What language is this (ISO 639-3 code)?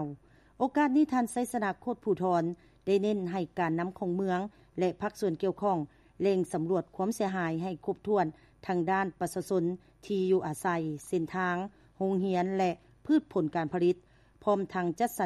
lao